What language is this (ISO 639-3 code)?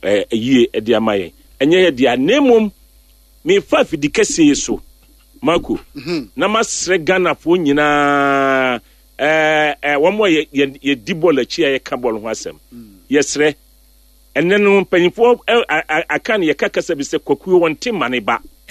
aka